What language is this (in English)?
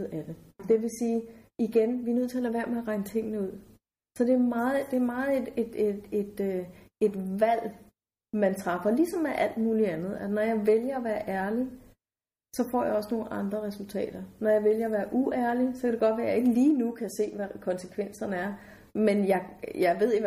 Danish